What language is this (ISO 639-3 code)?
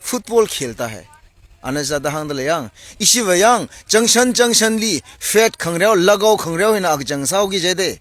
nmf